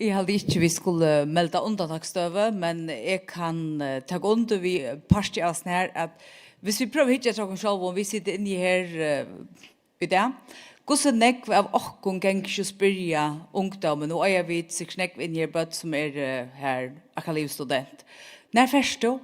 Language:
Faroese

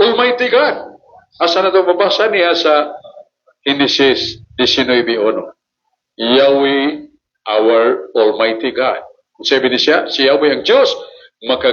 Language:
Cebuano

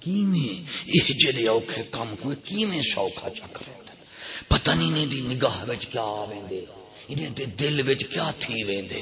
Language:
Saraiki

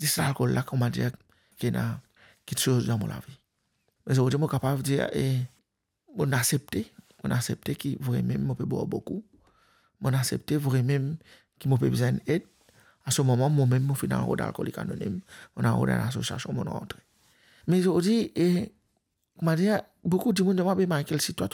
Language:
Morisyen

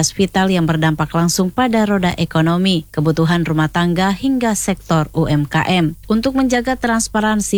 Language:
Indonesian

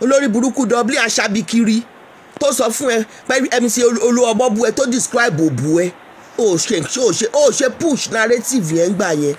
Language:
Yoruba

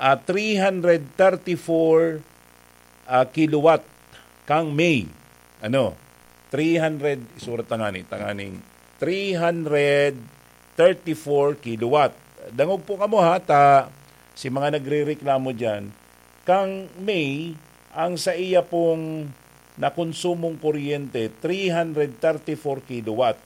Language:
Bikol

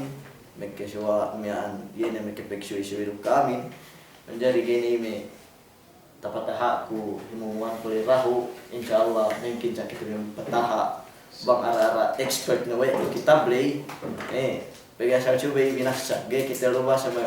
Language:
Yakan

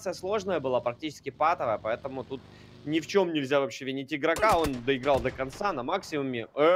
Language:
Russian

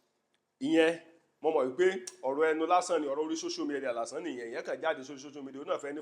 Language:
Yoruba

